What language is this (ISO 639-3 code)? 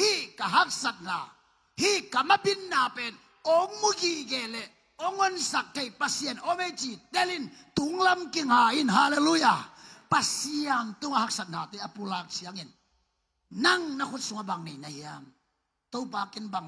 ctd